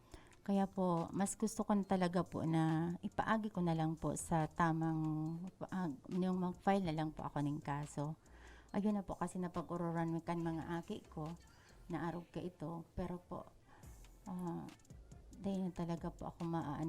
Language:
Bikol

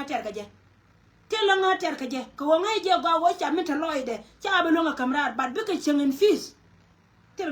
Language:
Nuer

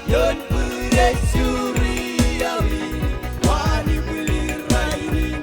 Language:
Marshallese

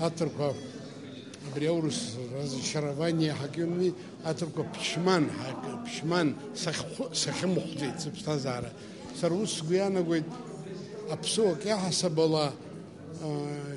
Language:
Abkhazian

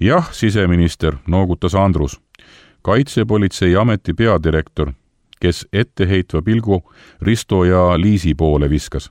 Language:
Estonian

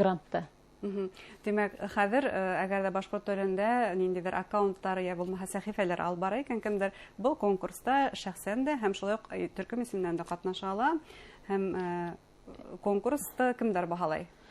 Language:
Bashkir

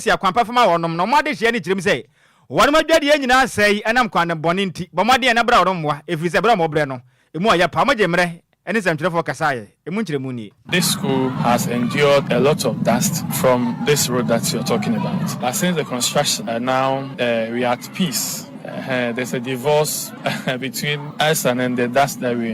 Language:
Akan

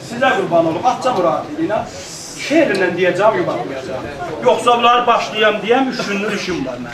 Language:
South Azerbaijani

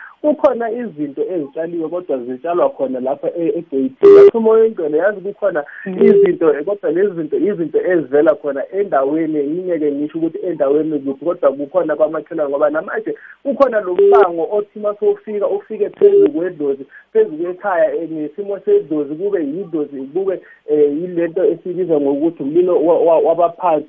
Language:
South Ndebele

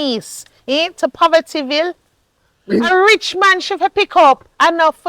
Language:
Jamaican Creole English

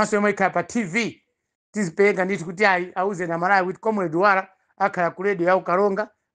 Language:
Nyanja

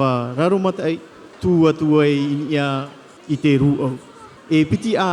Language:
Tahitian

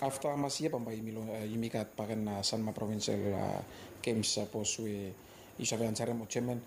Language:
Bislama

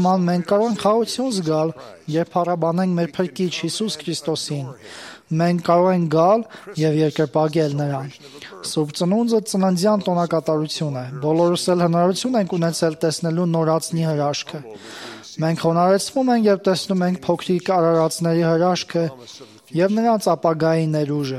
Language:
Armenian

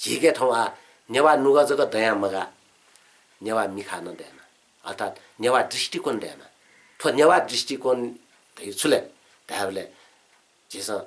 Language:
Newari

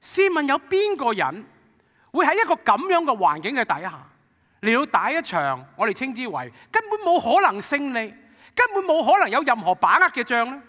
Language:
Cantonese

